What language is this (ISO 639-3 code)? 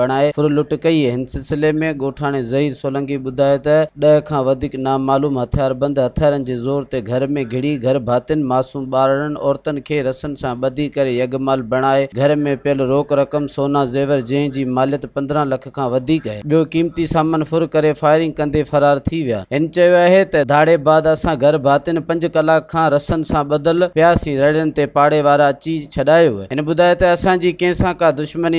snd